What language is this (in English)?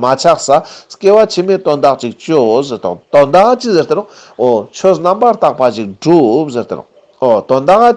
Ladakhi